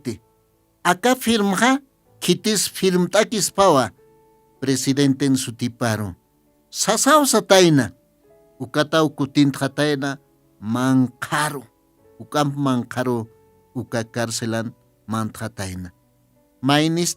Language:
Aymara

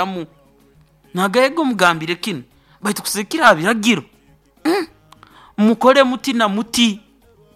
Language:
Nyoro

